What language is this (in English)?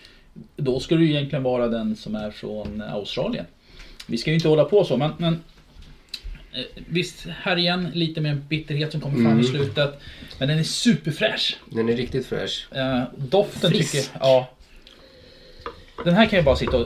Swedish